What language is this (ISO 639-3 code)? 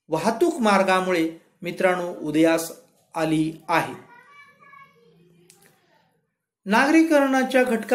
mar